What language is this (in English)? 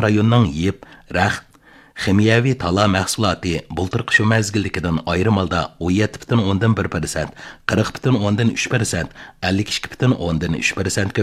Uyghur